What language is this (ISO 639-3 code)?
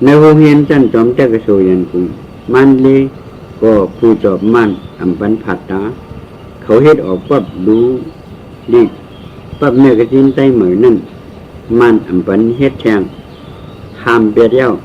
shn